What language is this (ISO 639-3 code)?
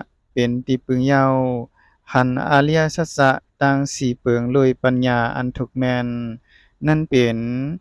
shn